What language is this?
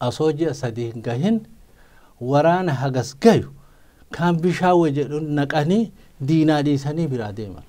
Oromo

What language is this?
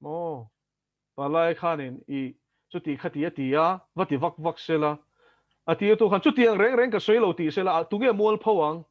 Mizo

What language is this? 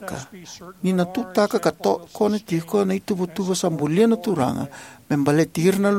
Fijian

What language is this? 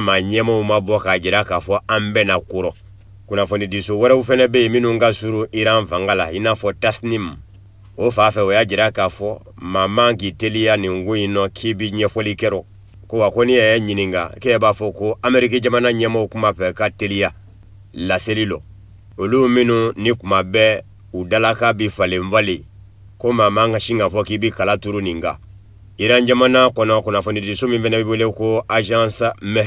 Bambara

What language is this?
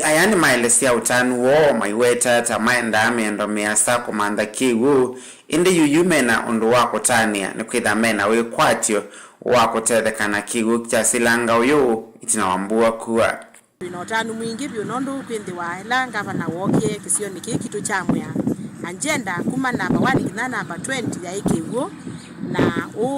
Kamba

